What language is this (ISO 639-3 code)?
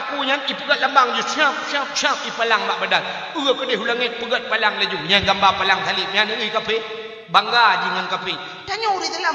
ace